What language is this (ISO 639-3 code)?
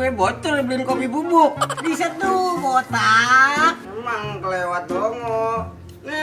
bew